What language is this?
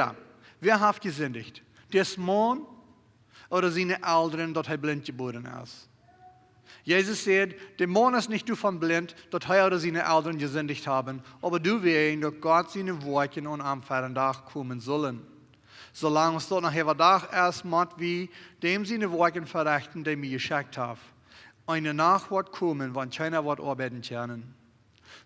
Plautdietsch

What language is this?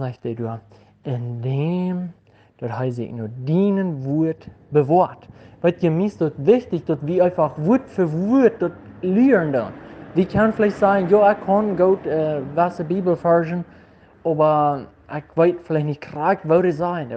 Plautdietsch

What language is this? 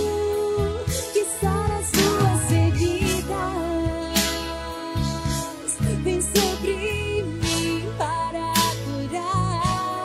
Portuguese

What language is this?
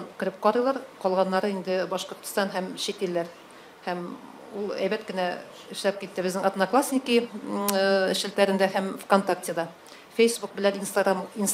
Tatar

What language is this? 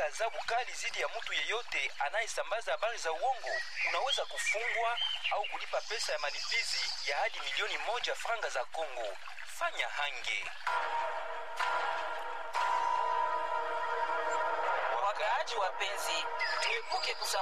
Swahili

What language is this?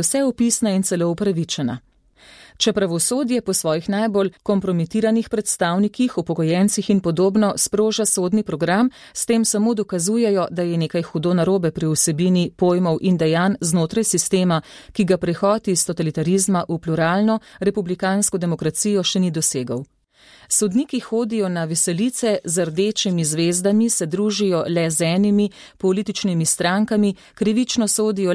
Slovenian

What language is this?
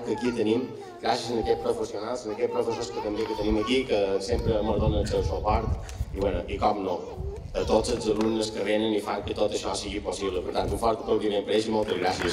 Catalan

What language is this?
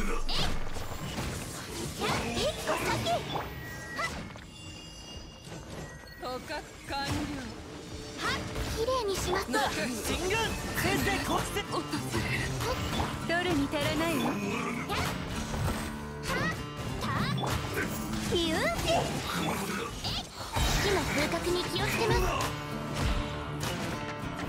Japanese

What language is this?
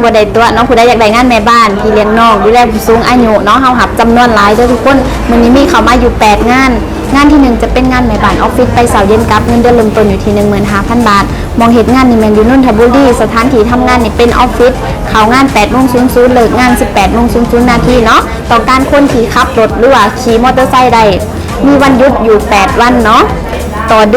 Northeastern Thai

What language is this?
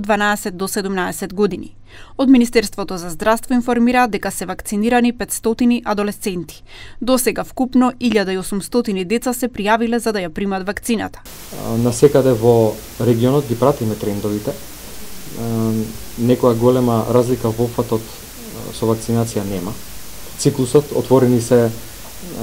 Macedonian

